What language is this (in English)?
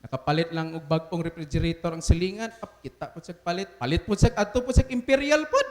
Cebuano